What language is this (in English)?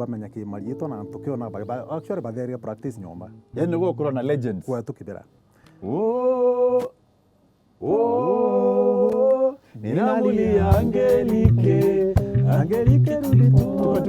Meru